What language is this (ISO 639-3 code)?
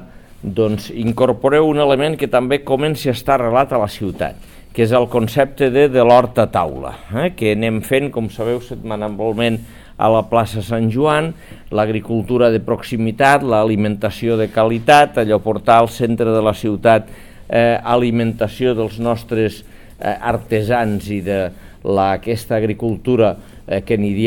cat